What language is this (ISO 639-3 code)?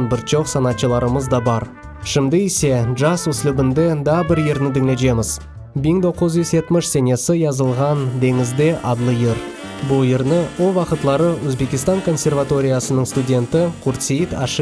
crh